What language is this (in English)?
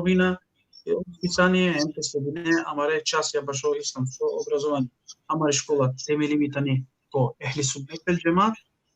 Balkan Romani